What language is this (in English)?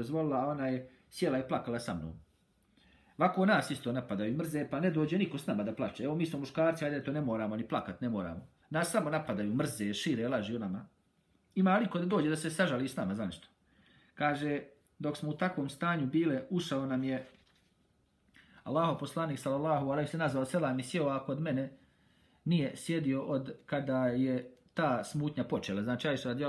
Bosnian